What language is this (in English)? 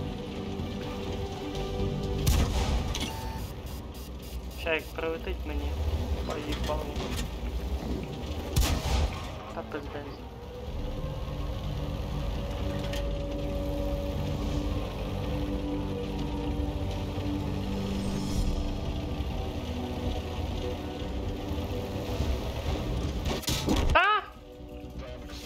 Ukrainian